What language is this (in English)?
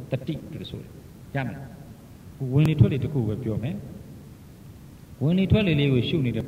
Burmese